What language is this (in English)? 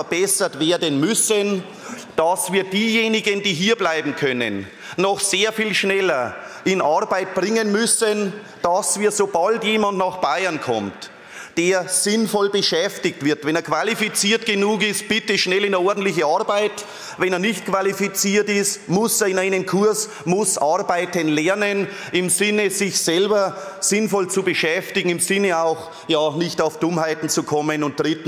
German